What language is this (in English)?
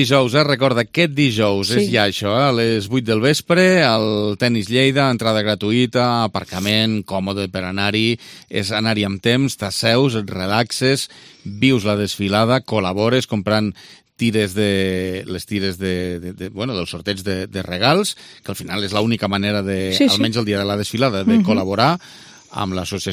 Catalan